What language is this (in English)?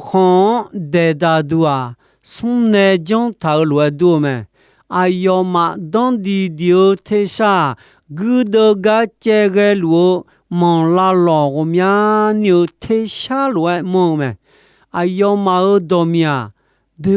Akha